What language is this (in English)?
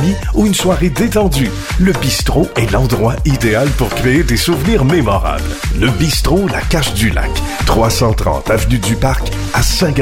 French